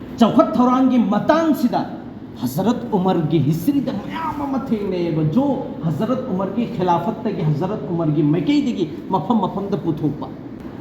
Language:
Manipuri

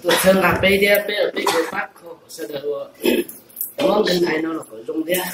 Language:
Hmong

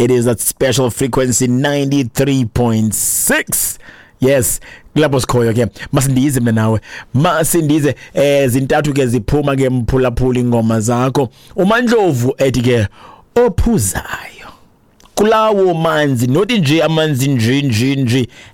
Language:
Xhosa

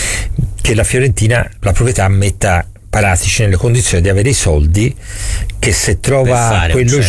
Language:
Italian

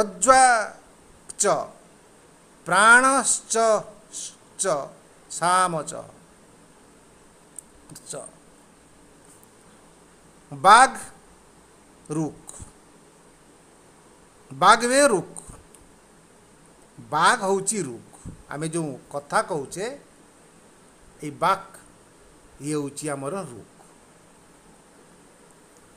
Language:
Odia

